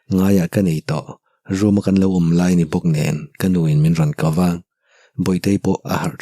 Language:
Mizo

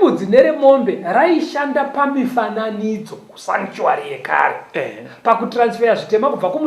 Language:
Shona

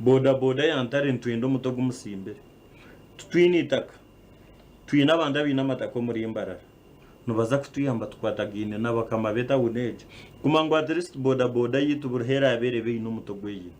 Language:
Nyankole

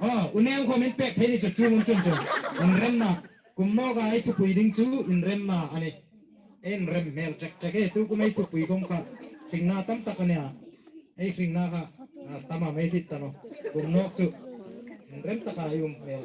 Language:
Hmar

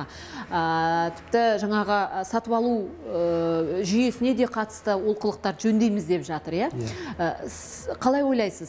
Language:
Kazakh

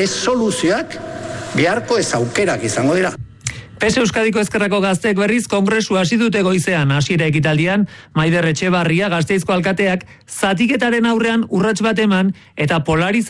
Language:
Basque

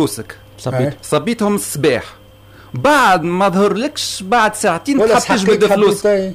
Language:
Tunisian Arabic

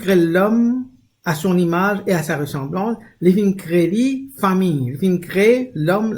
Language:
Morisyen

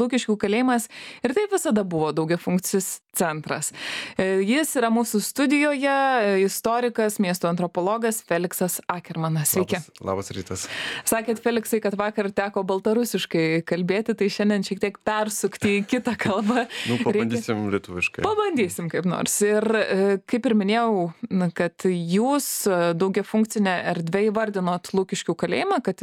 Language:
Lithuanian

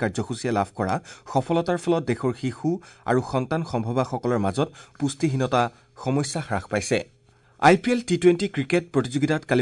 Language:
Assamese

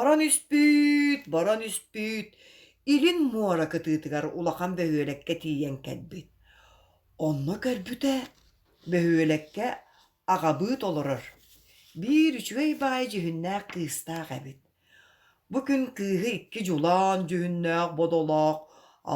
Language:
Yakut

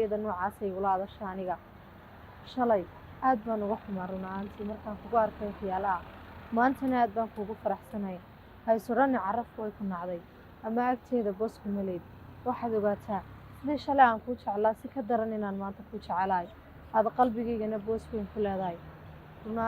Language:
Somali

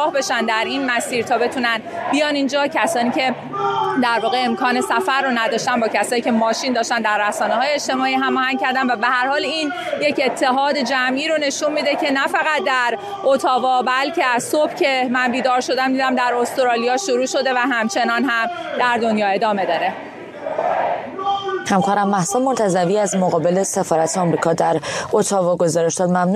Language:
Persian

